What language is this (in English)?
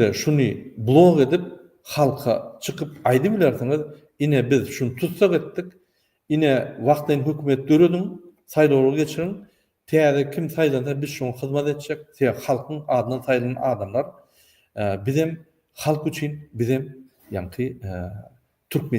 Turkmen